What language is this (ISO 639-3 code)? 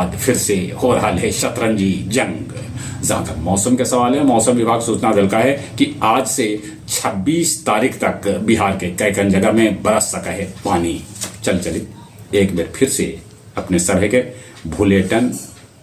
mag